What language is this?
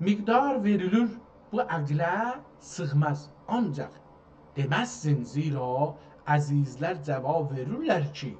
South Azerbaijani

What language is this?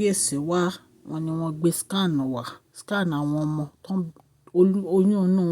Yoruba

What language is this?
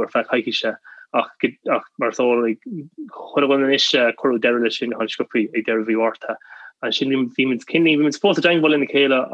Irish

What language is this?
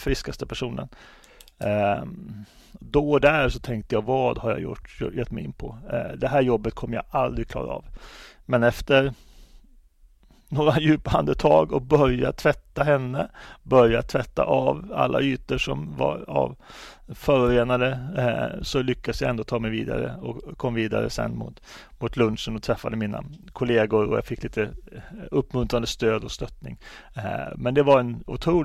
Swedish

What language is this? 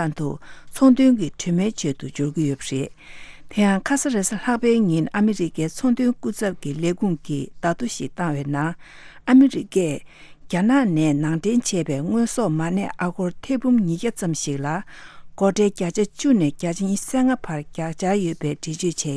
Tibetan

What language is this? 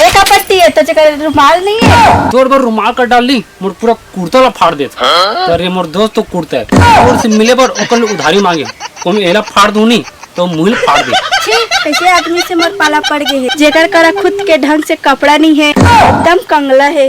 Chhattisgarhi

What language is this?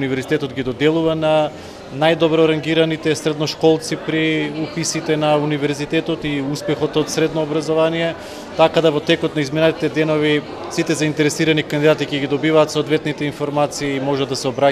Macedonian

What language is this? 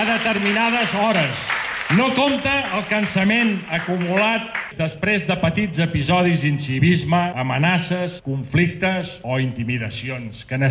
Catalan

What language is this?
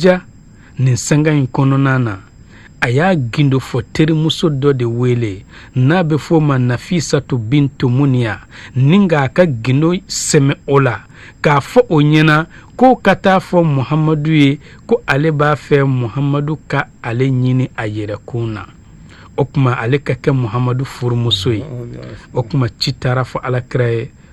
Bambara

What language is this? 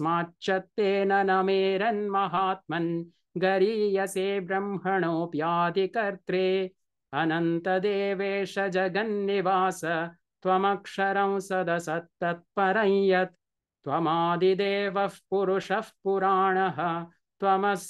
Sanskrit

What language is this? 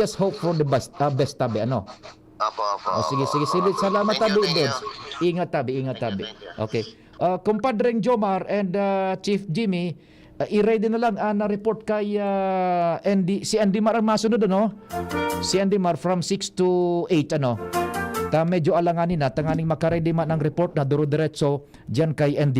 Bikol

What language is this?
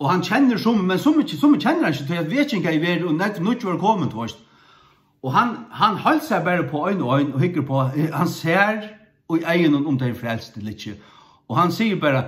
Faroese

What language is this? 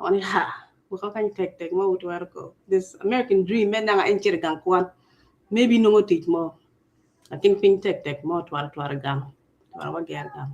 Acoli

